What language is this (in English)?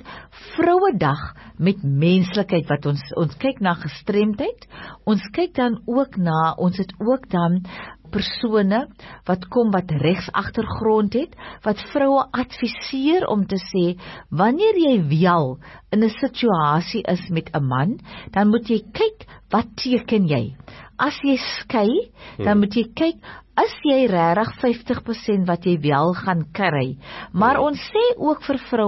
Afrikaans